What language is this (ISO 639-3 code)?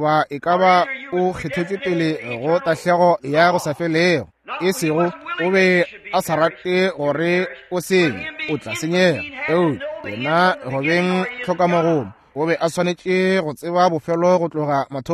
nso